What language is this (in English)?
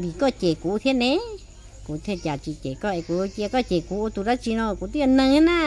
Hmong